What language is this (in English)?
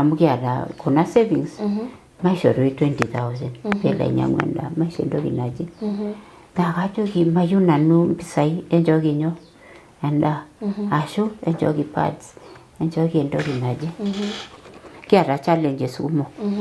Masai